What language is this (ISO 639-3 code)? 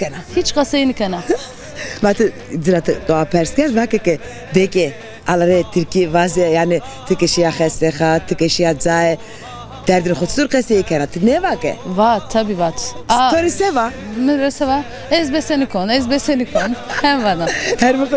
zza